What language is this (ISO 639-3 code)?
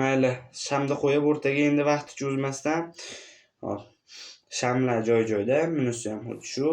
uzb